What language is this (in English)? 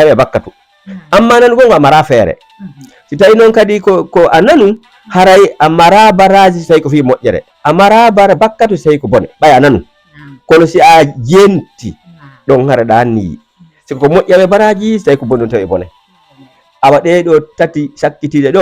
Fula